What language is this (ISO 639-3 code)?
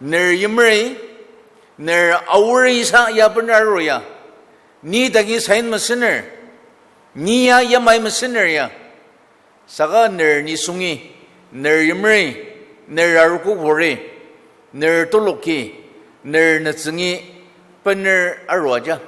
njo